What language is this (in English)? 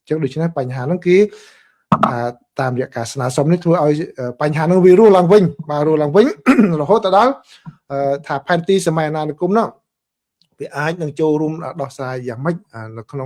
Khmer